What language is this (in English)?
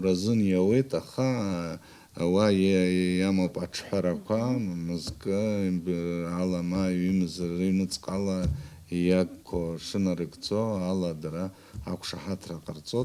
Abkhazian